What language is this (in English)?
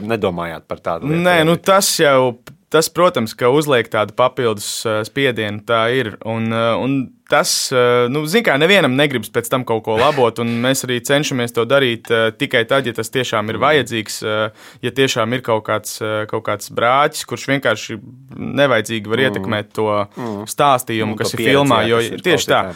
Latvian